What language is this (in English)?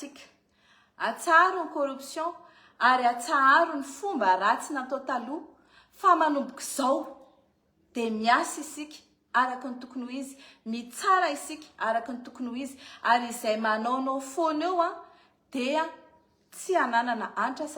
Malagasy